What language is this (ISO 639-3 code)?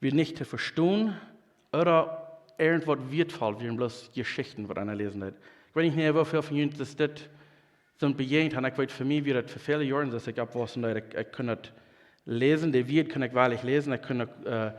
pdt